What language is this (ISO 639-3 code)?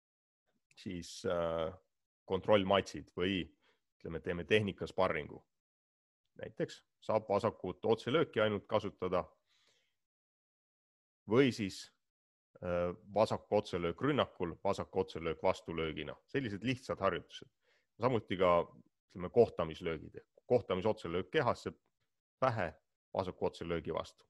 est